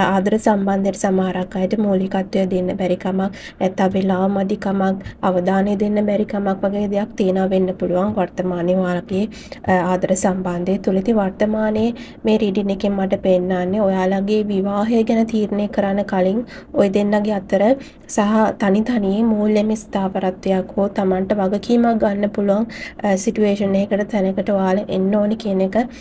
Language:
Sinhala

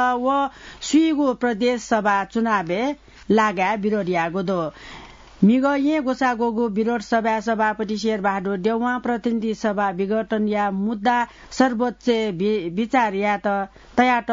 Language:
Newari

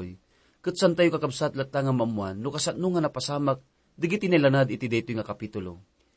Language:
Iloko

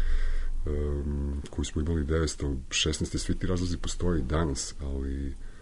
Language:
Serbian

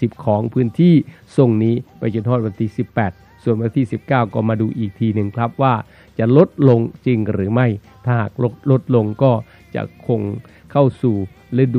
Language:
Thai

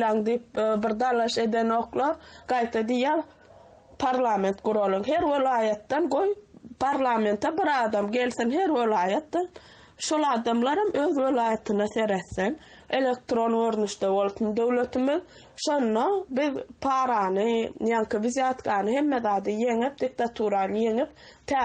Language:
Turkmen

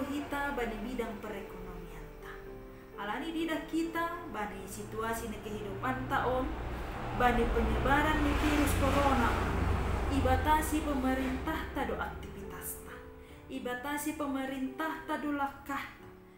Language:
Batak Simalungun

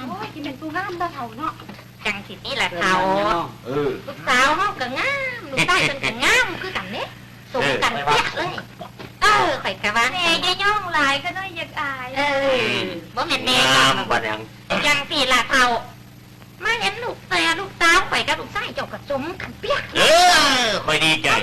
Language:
Northeastern Thai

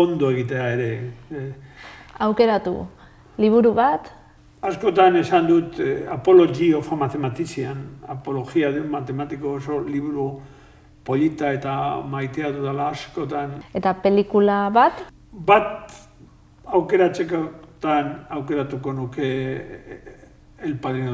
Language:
Basque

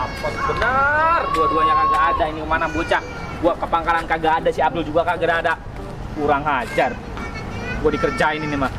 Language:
Betawi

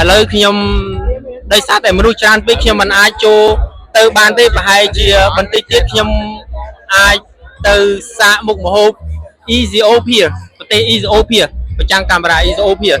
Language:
Khmer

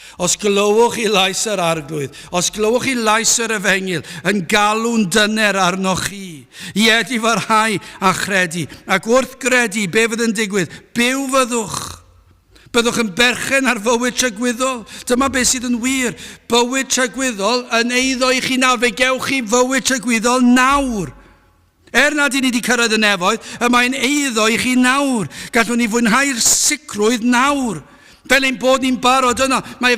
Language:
Welsh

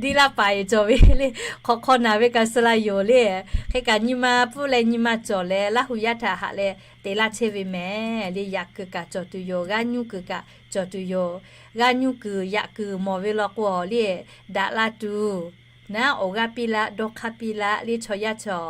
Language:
Lahu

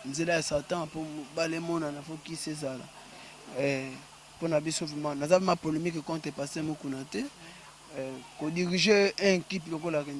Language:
Lingala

